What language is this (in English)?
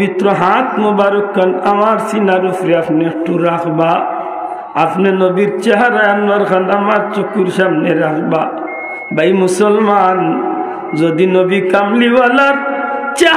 Sylheti